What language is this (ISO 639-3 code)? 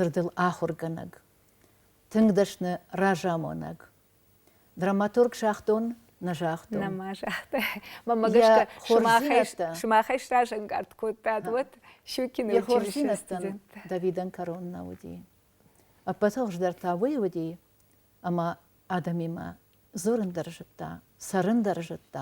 oss